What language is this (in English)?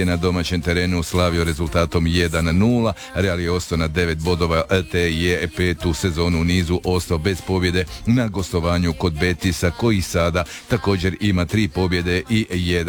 Croatian